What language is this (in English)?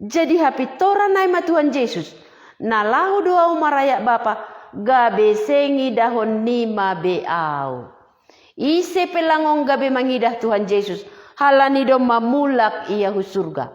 Batak Simalungun